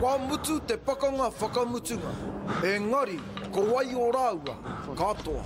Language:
Māori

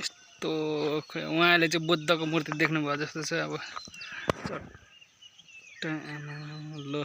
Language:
Nepali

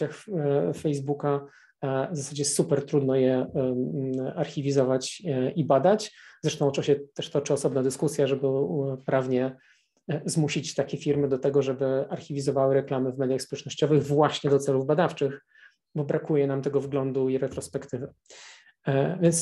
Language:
Polish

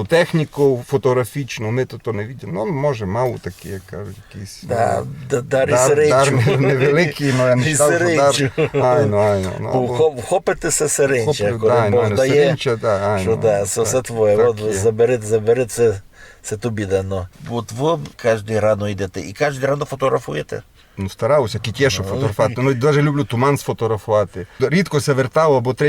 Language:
Rusyn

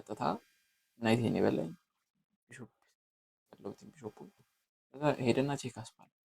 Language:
Amharic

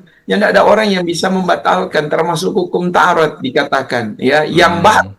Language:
Manado Malay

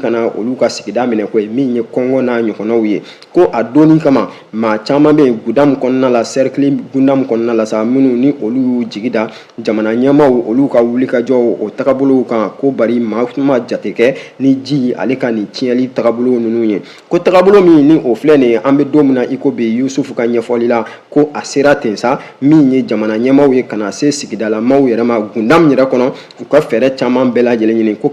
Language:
Bambara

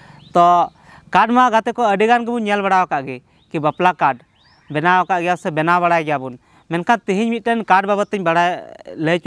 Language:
Santali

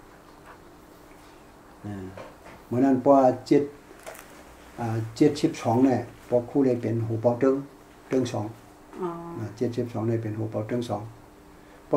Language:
Thai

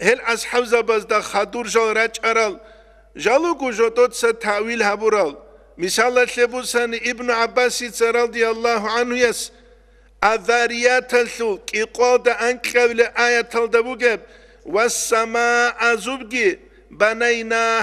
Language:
Avaric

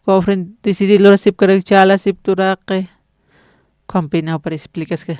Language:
Aymara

